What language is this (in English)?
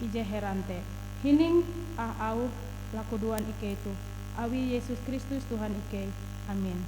Ngaju